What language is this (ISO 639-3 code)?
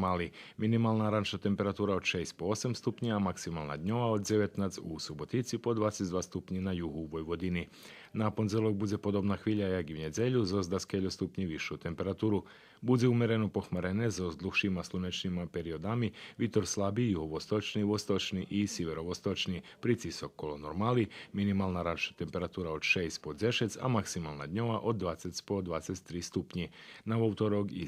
rue